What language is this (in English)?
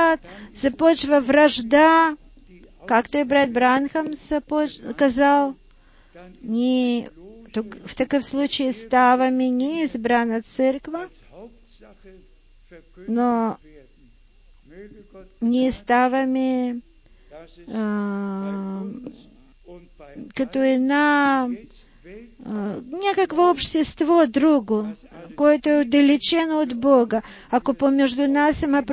Bulgarian